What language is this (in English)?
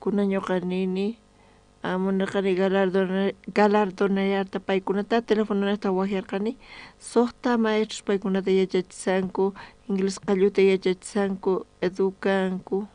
South Bolivian Quechua